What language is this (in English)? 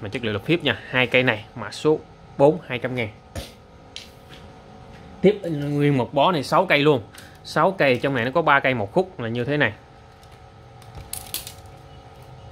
Vietnamese